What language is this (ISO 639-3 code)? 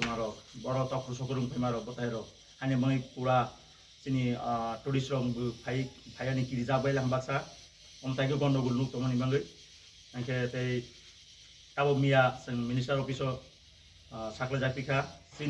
ria